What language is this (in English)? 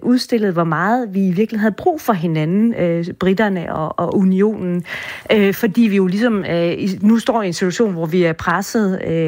Danish